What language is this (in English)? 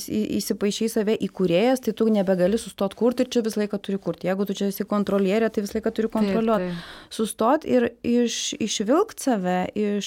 Lithuanian